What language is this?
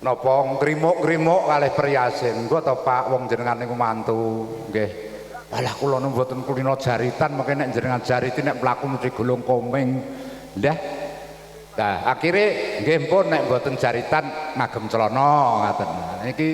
Javanese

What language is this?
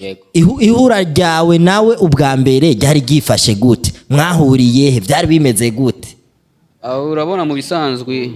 Rundi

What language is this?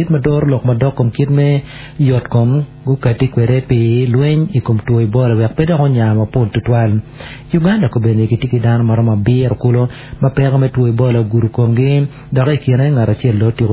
Acoli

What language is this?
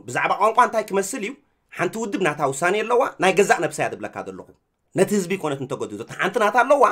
Tigrinya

